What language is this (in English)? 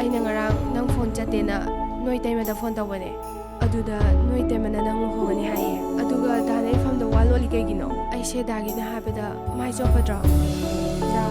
Manipuri